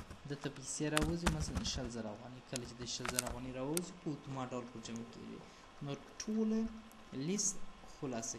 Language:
Pashto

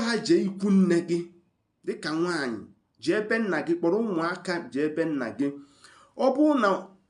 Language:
Igbo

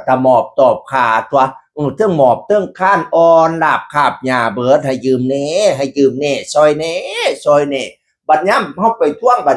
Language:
Northeastern Thai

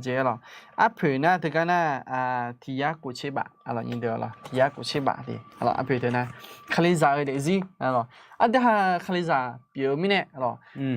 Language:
Akha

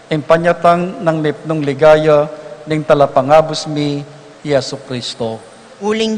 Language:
Pampanga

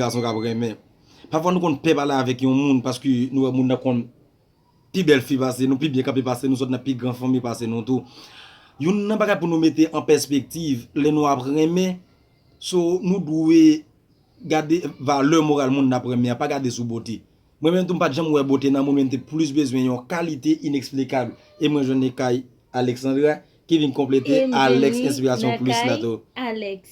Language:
Haitian Creole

